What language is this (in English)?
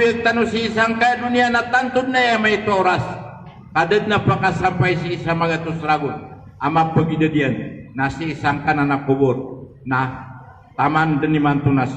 Maranao